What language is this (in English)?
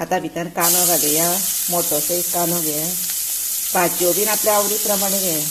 Konkani